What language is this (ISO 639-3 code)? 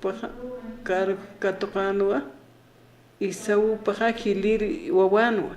aym